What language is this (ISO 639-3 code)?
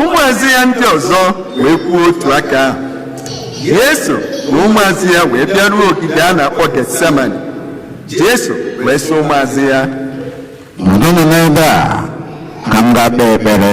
ibo